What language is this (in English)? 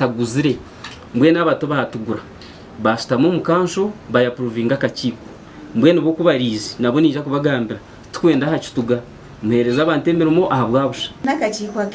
Nyankole